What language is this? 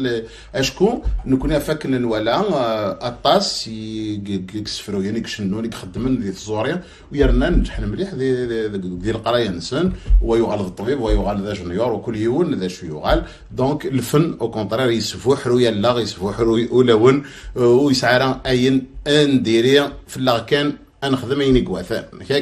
Kabyle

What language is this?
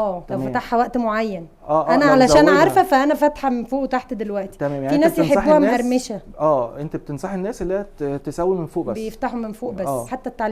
Egyptian Arabic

